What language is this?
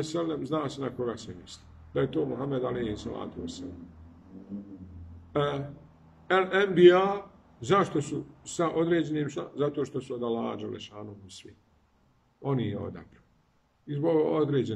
Bosnian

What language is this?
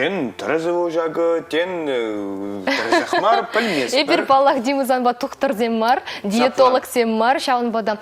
Chuvash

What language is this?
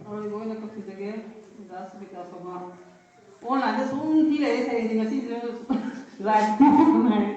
Manipuri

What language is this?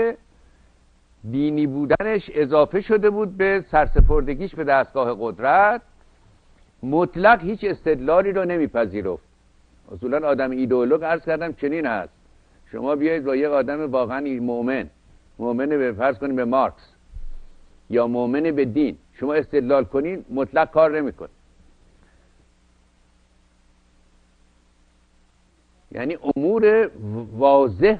Persian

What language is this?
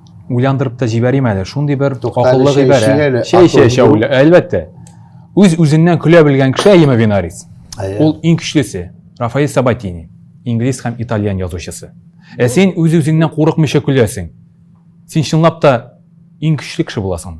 Tatar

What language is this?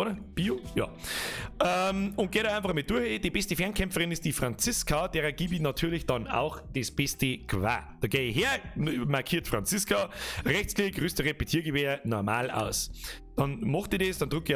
Bavarian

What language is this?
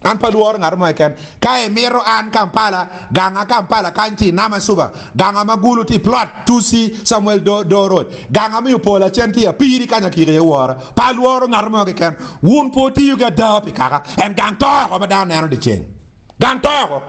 Acoli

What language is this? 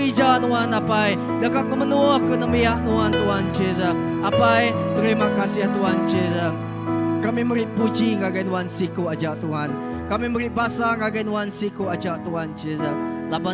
Iban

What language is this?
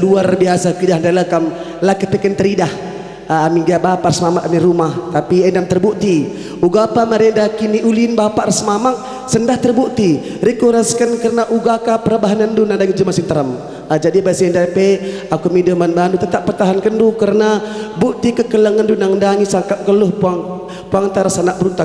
Batak Karo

